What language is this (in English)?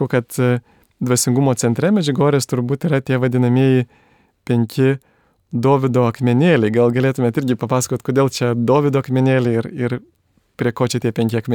Lithuanian